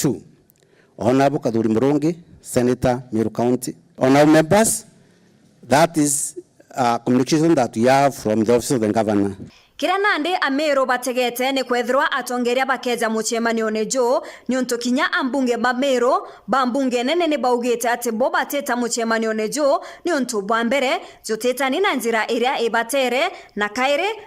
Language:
Meru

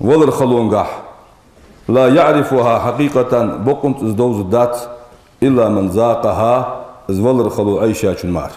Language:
Ingush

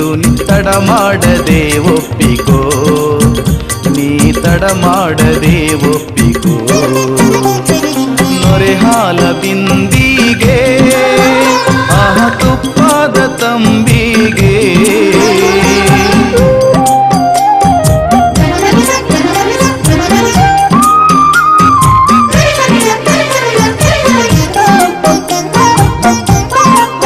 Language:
Kannada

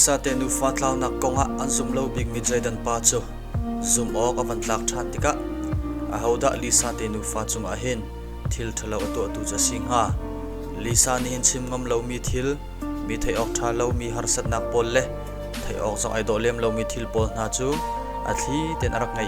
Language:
Hakha Chin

